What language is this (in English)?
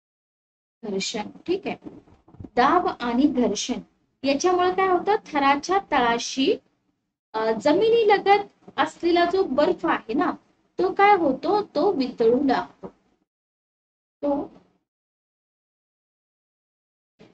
Marathi